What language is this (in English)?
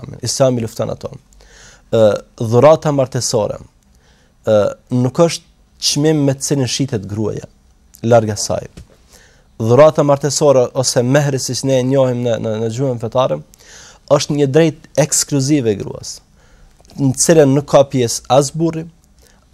Albanian